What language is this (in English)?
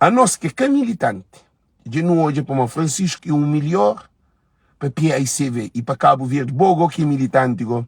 Kabuverdianu